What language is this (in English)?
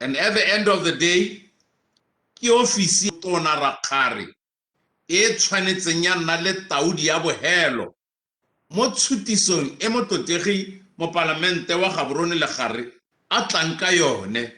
Tswana